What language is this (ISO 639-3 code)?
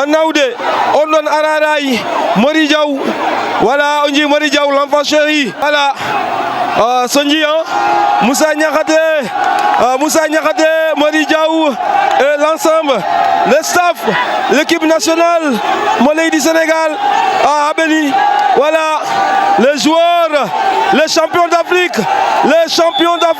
ful